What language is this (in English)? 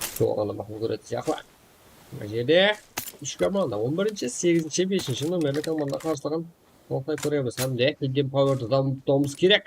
Kara-Kalpak